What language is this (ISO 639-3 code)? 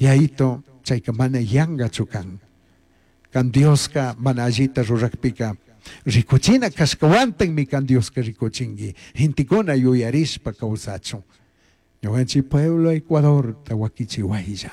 qug